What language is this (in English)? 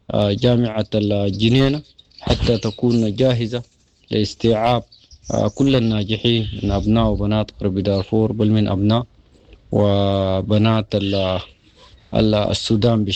Sudanese Arabic